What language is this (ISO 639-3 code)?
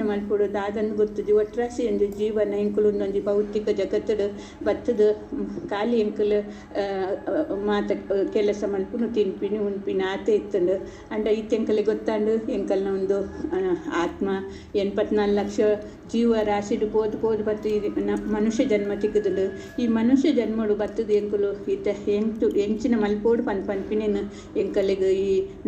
tcy